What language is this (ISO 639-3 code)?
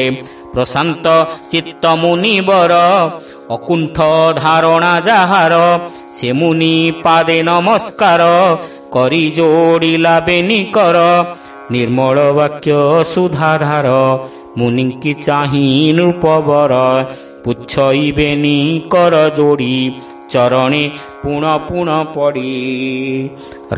ori